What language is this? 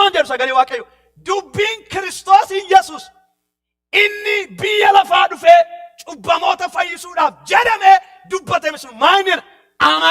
Oromo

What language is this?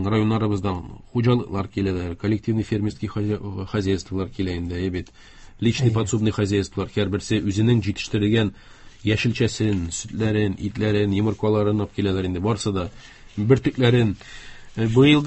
Tatar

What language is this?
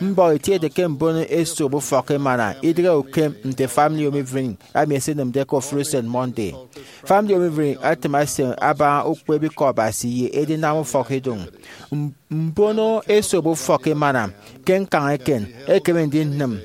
Efik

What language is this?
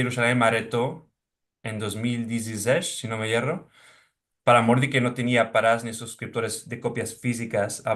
Ladino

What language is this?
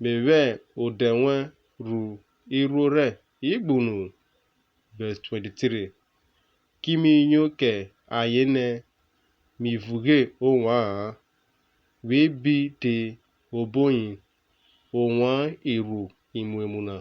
Urhobo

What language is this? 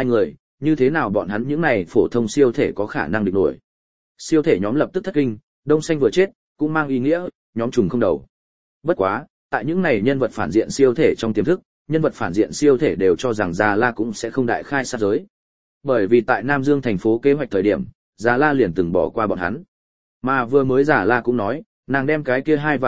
Vietnamese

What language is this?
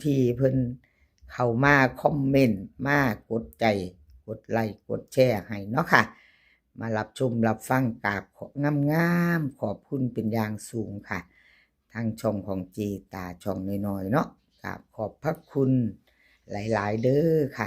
Northeastern Thai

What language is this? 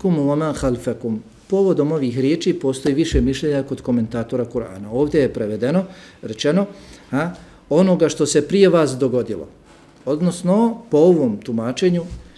Bosnian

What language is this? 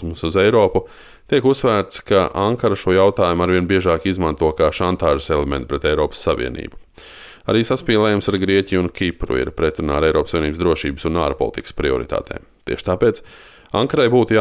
Latvian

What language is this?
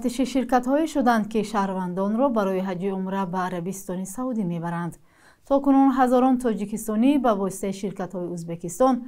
Tajik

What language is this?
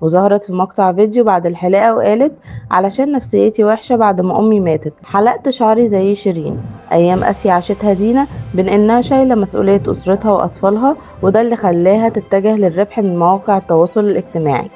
Egyptian Arabic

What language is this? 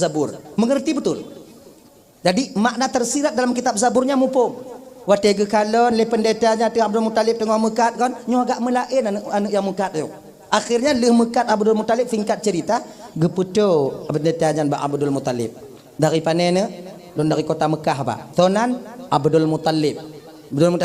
Achinese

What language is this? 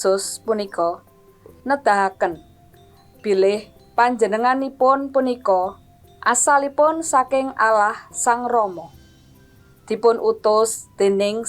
Javanese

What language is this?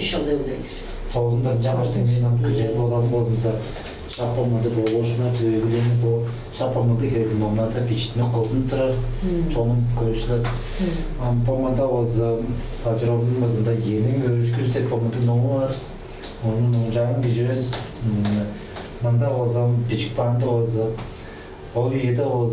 Tuvinian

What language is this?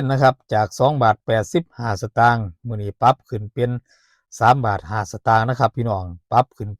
Northeastern Thai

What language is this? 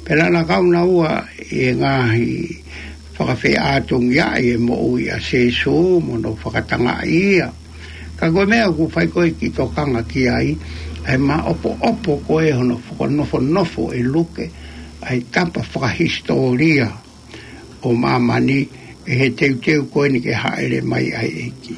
Tongan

